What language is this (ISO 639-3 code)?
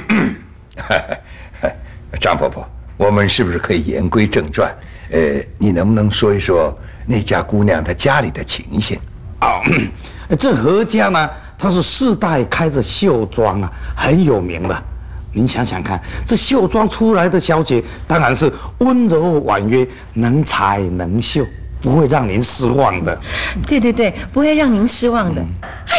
zho